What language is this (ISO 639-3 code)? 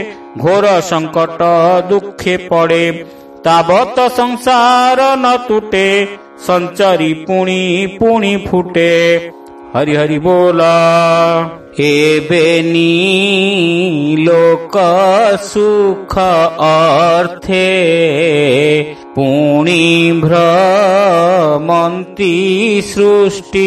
ori